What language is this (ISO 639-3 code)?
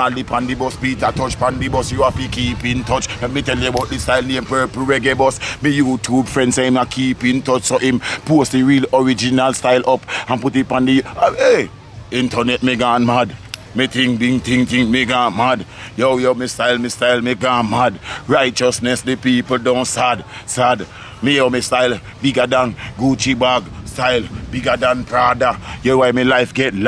eng